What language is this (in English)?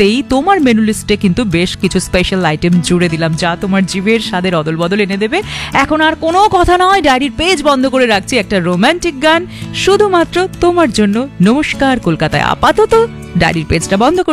Bangla